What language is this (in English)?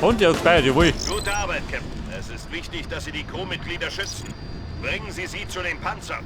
Bavarian